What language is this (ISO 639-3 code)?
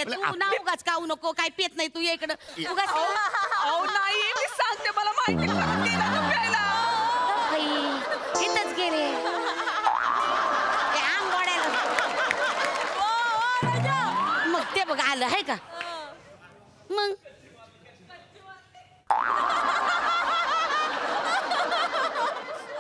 mar